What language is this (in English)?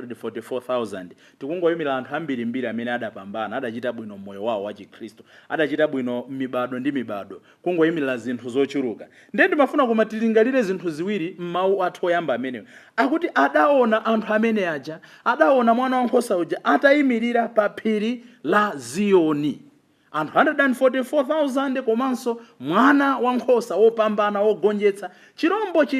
Nyanja